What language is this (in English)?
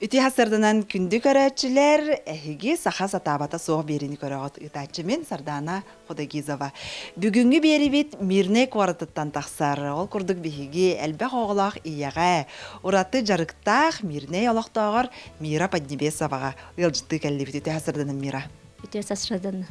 Yakut